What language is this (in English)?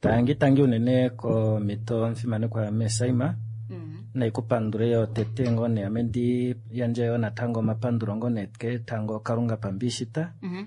Kuanyama